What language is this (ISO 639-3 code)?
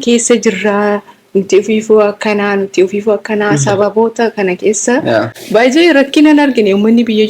orm